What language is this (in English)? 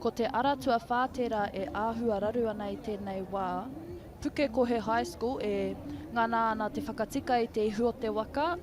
Māori